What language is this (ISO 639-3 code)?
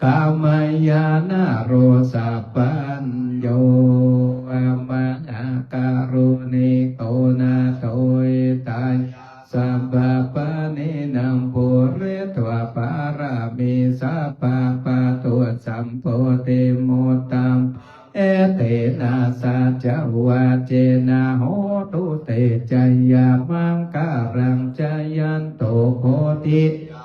pli